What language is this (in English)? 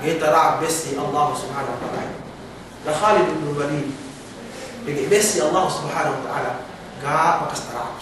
Yakan